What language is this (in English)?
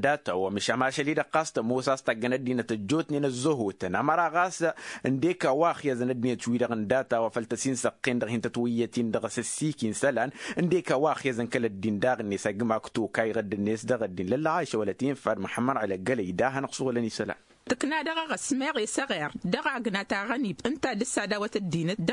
Tamasheq